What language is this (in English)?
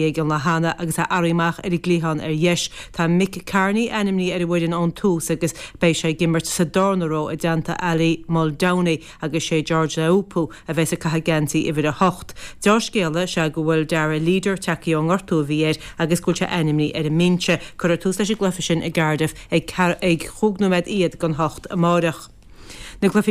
Irish